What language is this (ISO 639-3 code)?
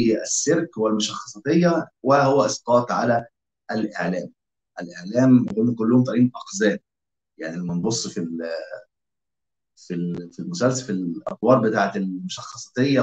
arz